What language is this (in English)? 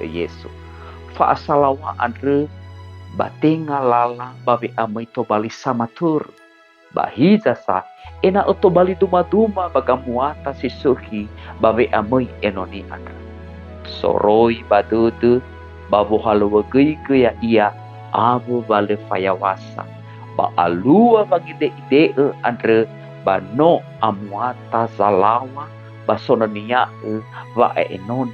Nias